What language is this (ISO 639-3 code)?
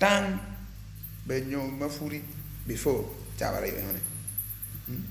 ach